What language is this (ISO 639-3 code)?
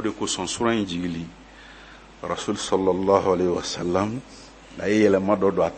bam